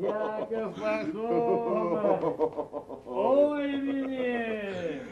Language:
Erzya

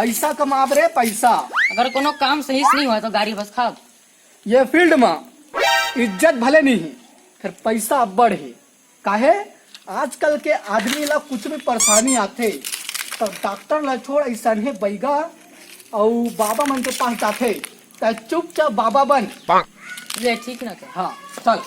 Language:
Chhattisgarhi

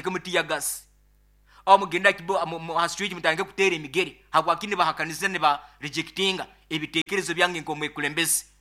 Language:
Nyoro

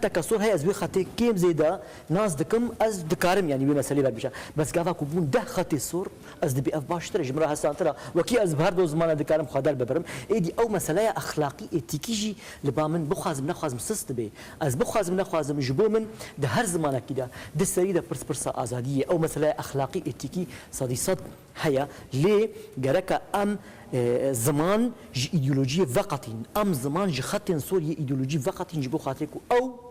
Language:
Kurdish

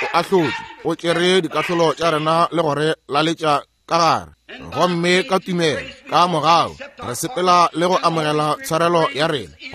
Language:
Northern Sotho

